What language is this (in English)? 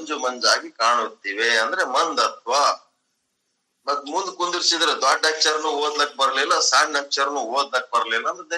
Kannada